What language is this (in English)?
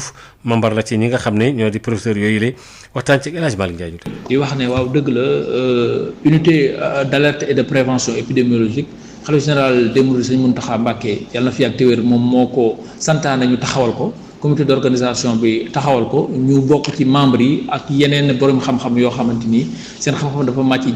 Wolof